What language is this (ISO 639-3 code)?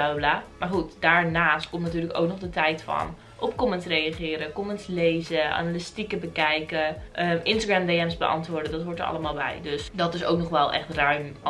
nld